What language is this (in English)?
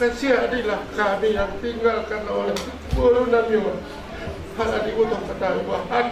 Batak Simalungun